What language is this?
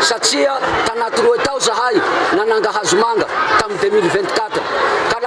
Malagasy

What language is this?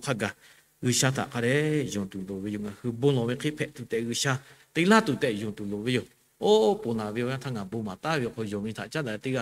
Lahu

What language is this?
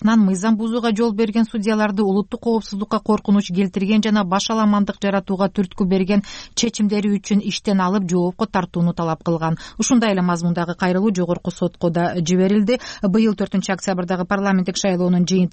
Kyrgyz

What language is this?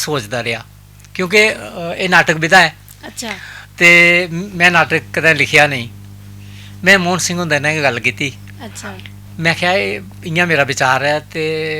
Dogri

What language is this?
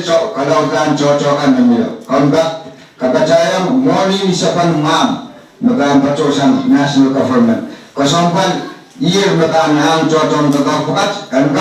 Pohnpeian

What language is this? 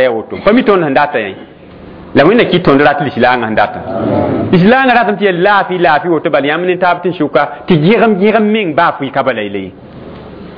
Mossi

